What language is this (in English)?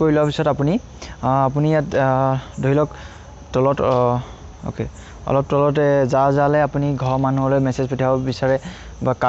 Assamese